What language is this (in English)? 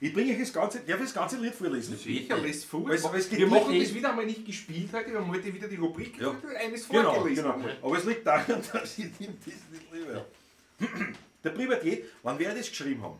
Bavarian